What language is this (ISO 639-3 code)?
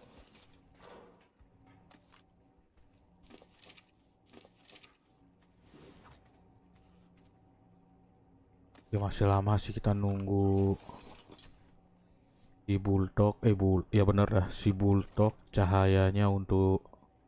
ind